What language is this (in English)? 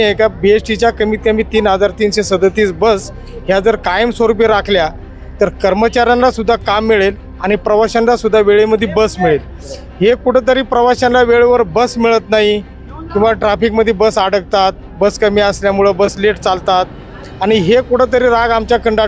Marathi